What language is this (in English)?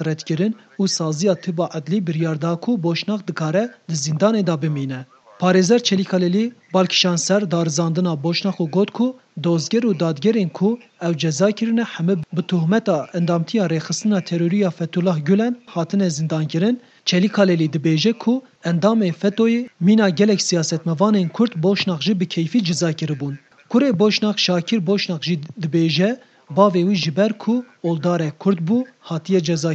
Kurdish